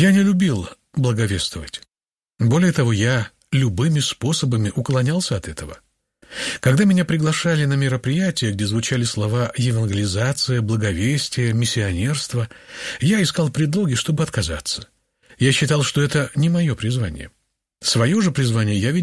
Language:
Russian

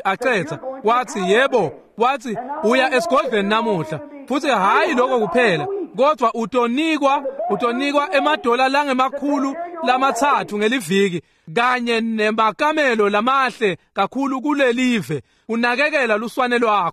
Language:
Swati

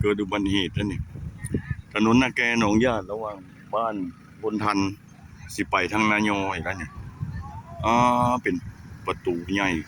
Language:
Lao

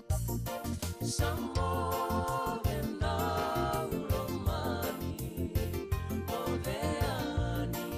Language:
Fijian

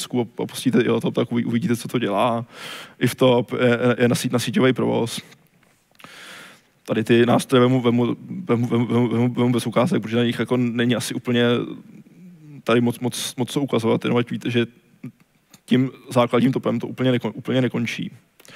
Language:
Czech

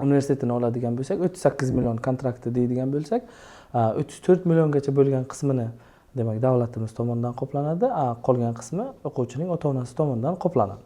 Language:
Uzbek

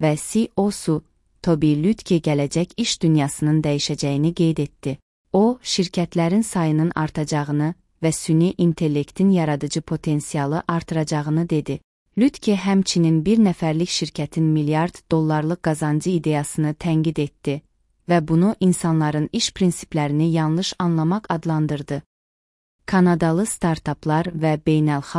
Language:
Azerbaijani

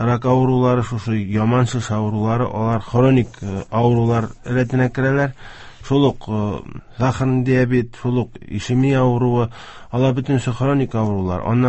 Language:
Tatar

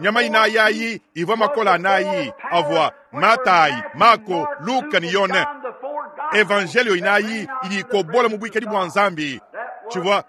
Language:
Luba-Lulua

